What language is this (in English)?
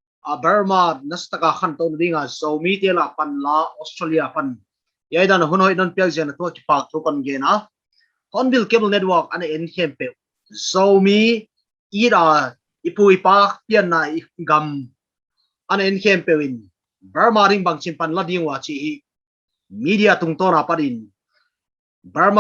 Paite Chin